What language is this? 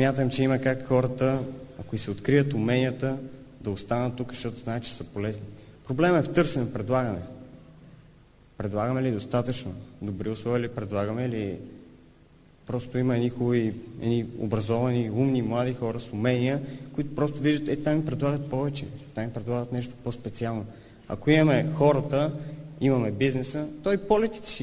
Bulgarian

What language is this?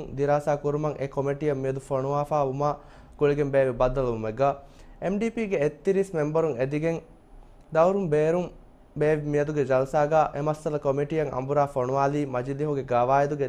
Divehi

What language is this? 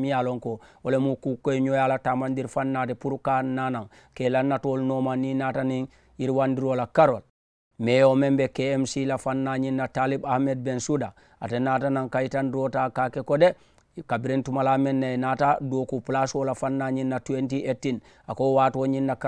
Mandingo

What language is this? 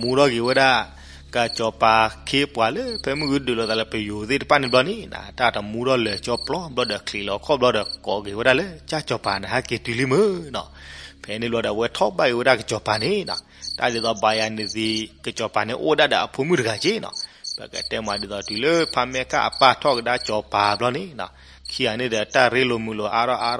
S'gaw Karen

